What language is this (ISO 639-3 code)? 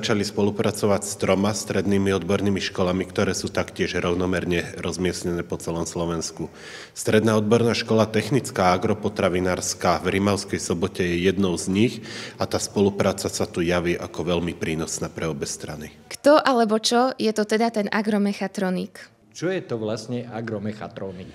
slk